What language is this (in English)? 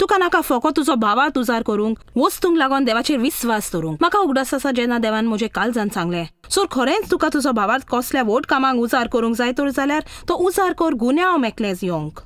Konkani